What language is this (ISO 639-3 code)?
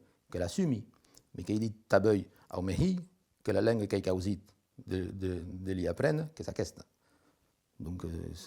oci